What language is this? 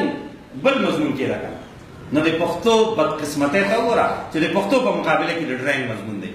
Pashto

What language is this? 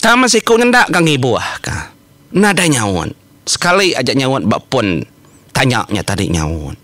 Iban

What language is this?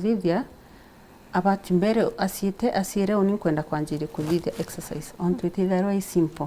Meru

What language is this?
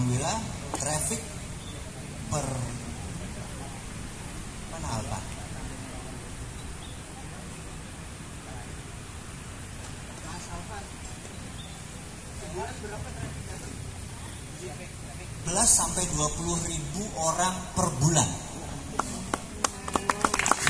Indonesian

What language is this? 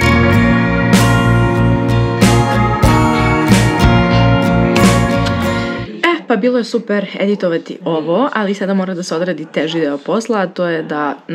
Serbian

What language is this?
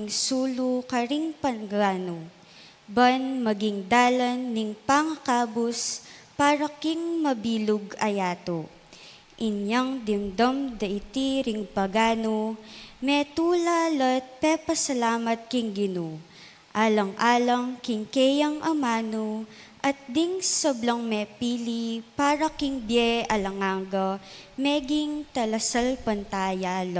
Pampanga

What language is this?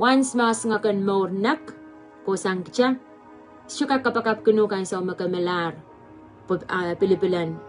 Pohnpeian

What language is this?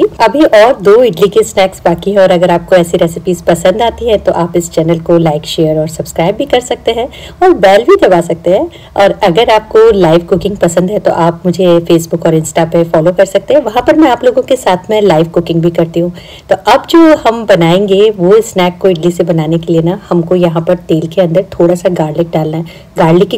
Hindi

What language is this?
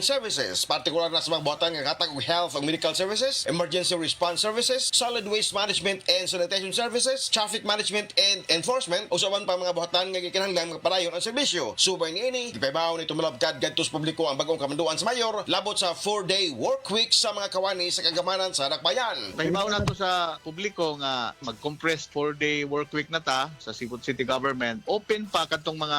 Cebuano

